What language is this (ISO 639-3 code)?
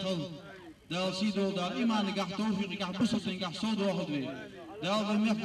inh